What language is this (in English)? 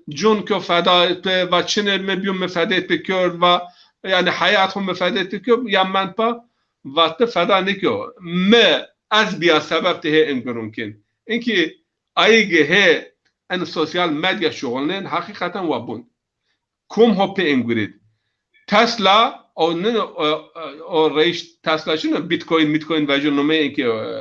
Zaza